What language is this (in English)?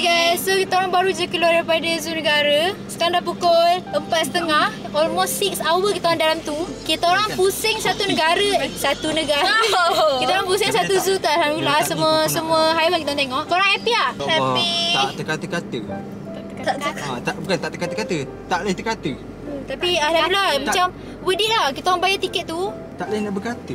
Malay